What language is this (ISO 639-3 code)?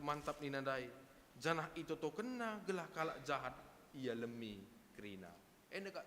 btx